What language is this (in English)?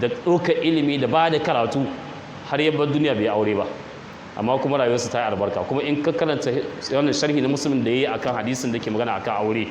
Hausa